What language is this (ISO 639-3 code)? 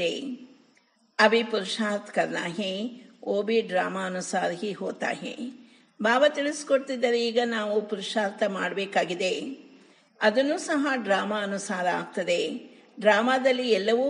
kan